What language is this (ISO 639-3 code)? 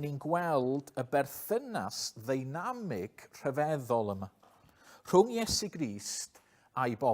cym